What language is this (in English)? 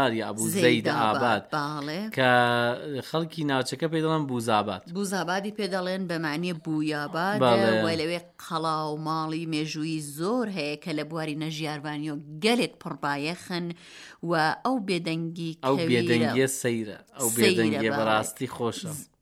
Central Kurdish